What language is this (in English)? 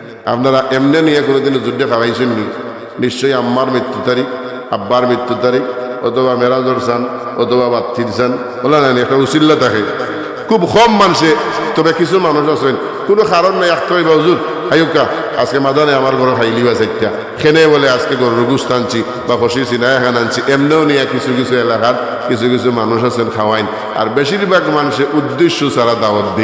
Sylheti